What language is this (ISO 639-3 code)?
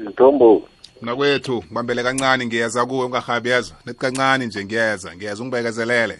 nbl